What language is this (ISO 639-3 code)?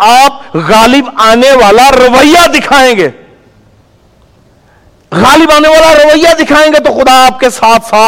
urd